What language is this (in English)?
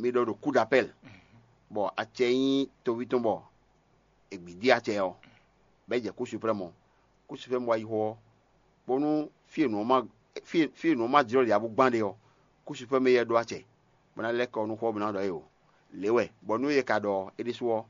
Fon